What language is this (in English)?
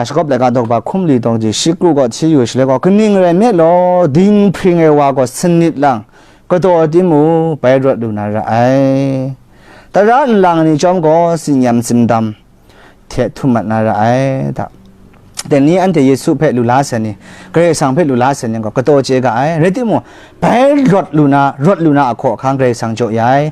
Kachin